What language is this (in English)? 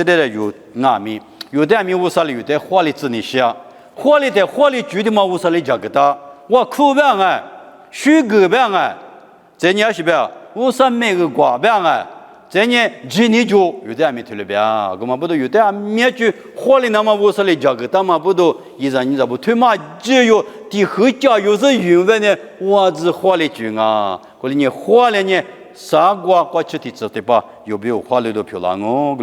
Lisu